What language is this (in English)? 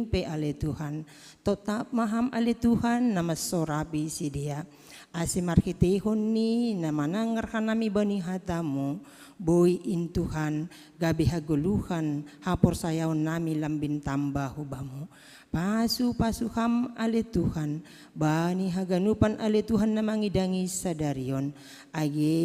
Batak Simalungun